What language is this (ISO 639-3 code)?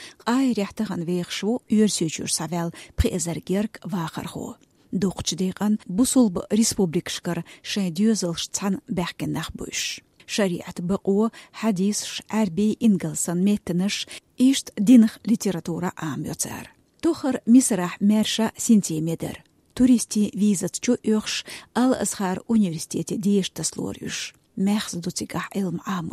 che